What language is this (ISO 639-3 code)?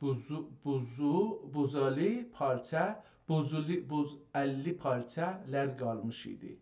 azb